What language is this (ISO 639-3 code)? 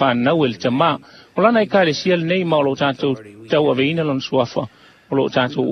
smo